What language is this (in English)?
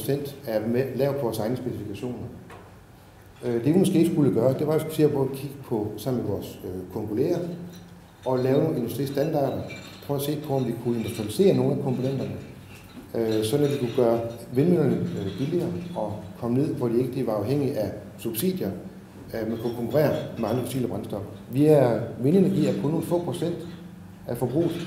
Danish